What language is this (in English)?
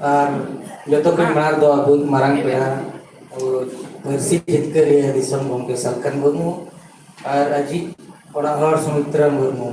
Santali